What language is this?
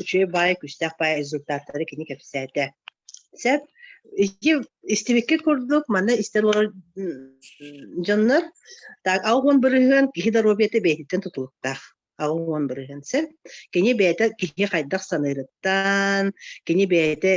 Yakut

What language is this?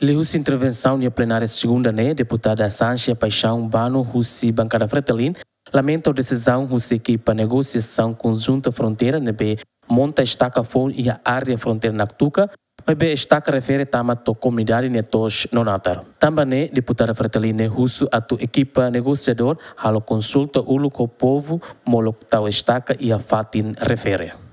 Tetum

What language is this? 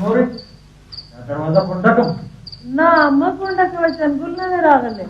Pashto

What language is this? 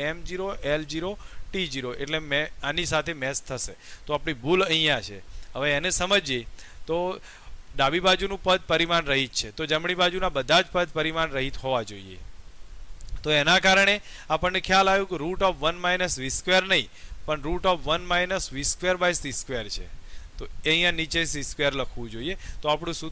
Gujarati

